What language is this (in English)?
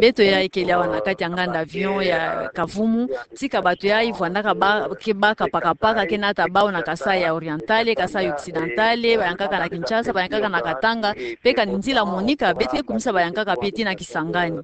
Kituba (Democratic Republic of Congo)